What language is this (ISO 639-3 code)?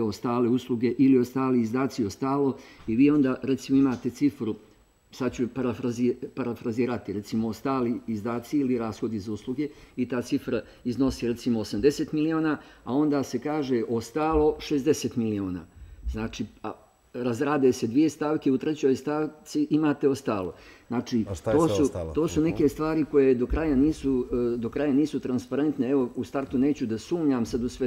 bos